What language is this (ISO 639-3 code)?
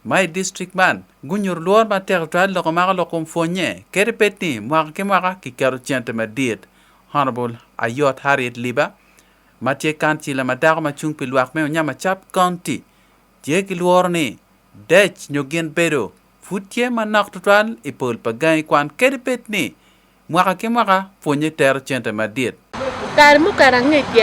ach